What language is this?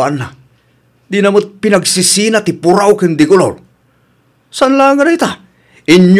Iloko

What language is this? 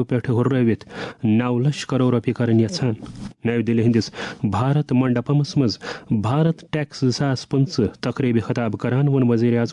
Kashmiri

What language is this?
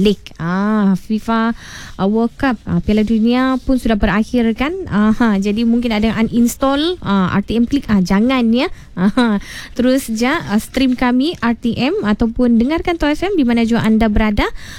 Malay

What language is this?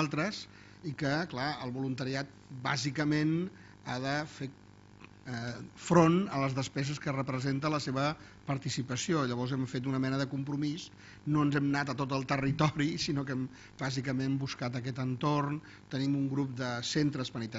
Catalan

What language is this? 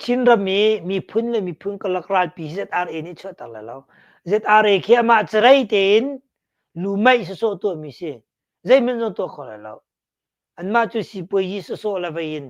Hakha Chin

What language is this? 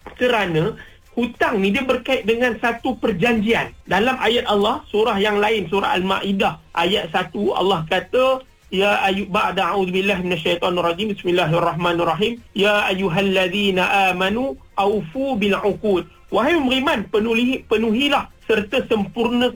Malay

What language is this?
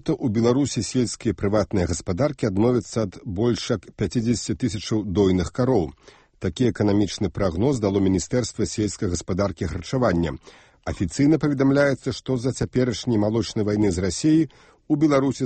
Belarusian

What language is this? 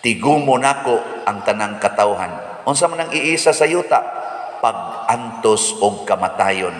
Cebuano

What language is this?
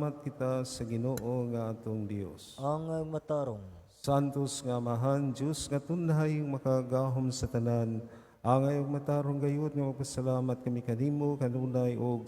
Cebuano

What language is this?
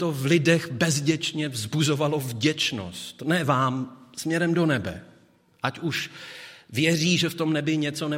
Czech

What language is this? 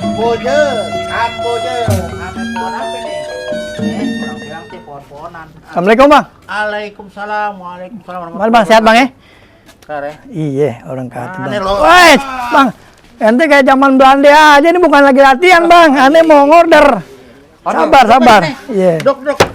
Betawi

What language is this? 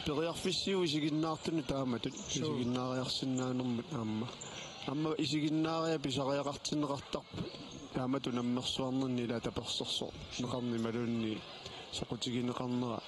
Kalaallisut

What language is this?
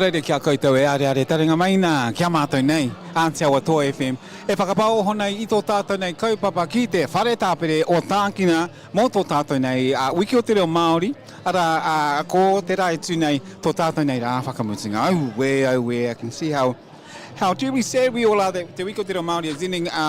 Māori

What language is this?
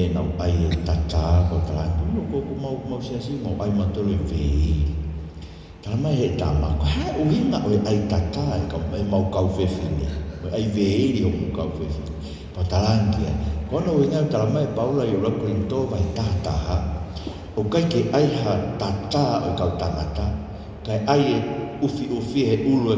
Tongan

